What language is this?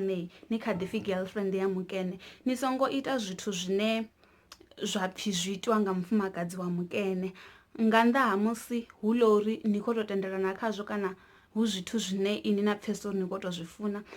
Venda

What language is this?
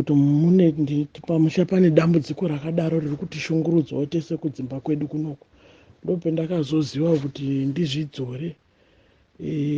Shona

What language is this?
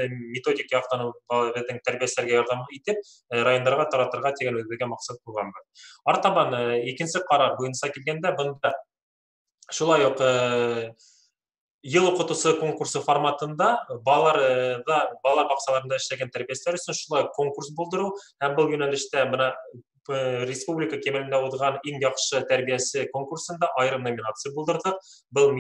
Bashkir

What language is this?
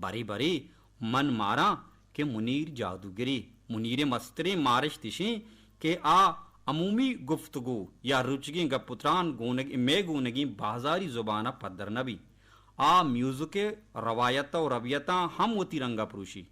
Baluchi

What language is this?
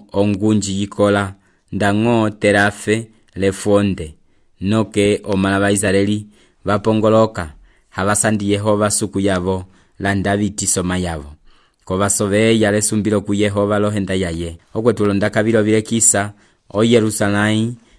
Umbundu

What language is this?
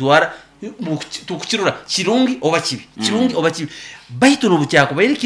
Nyankole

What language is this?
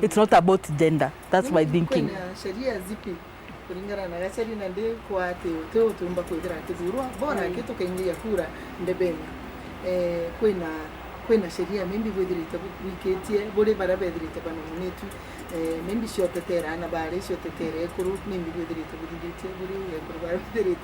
Meru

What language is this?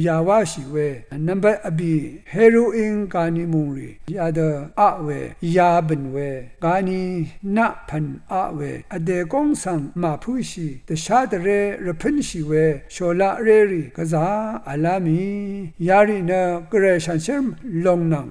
Rawang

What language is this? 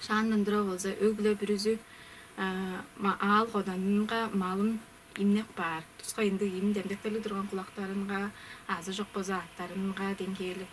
Tuvinian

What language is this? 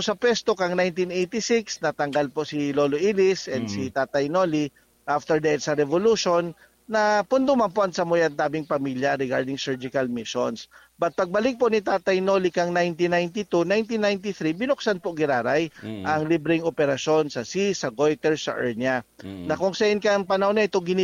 Bikol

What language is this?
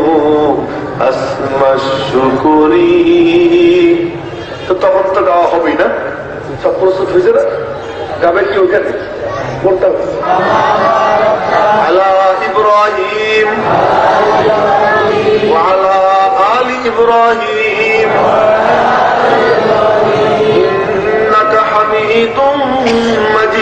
Bangla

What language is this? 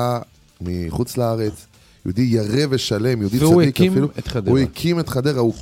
Hebrew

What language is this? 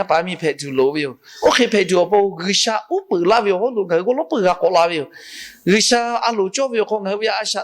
Lahu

